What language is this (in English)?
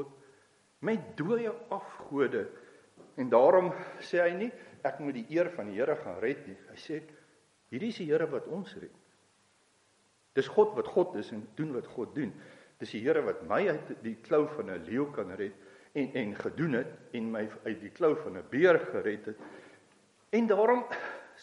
Afrikaans